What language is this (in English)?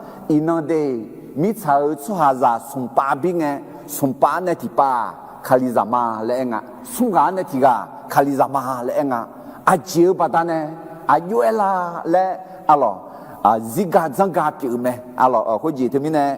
Akha